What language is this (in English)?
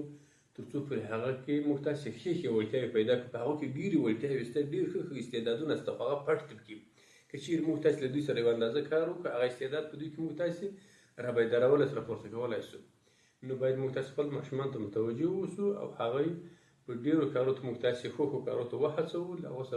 Pashto